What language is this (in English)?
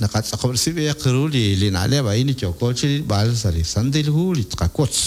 Kekchí